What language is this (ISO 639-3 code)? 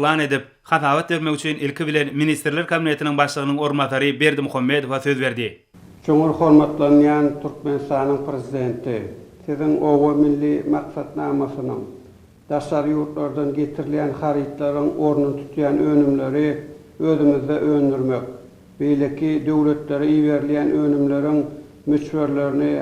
tuk